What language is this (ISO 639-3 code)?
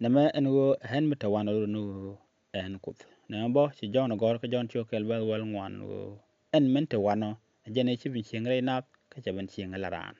nus